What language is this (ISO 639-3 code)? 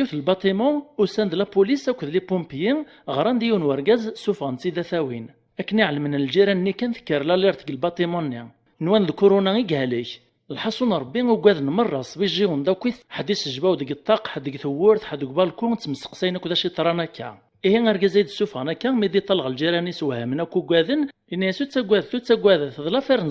kab